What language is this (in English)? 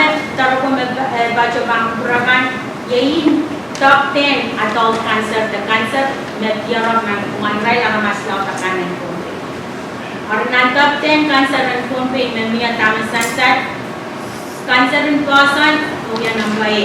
Pohnpeian